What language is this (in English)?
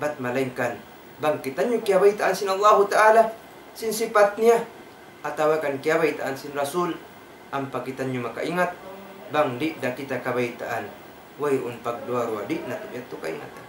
Tausug